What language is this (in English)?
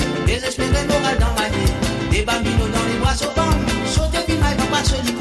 Morisyen